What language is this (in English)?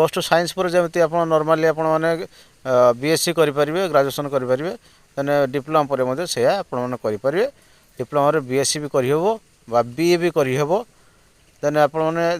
Odia